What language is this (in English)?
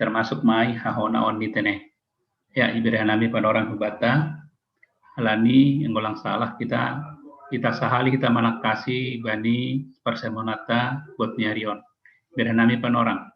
Batak Simalungun